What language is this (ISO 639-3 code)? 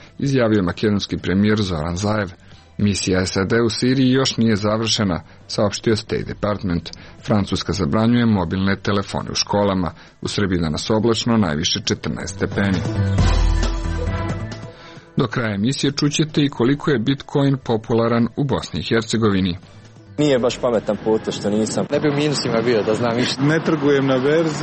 srp